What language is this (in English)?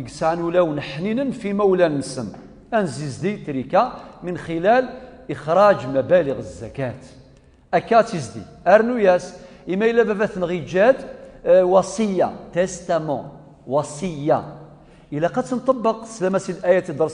Kabyle